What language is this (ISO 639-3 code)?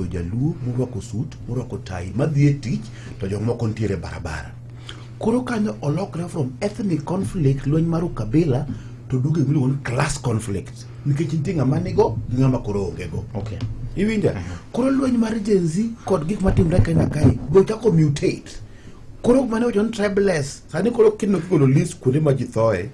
luo